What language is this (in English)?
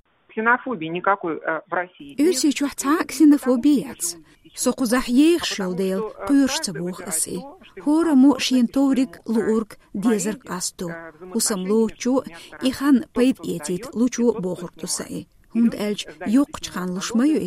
Chechen